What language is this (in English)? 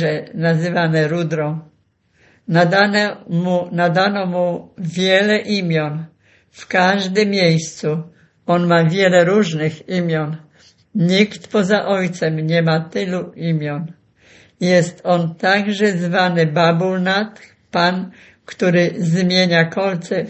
Polish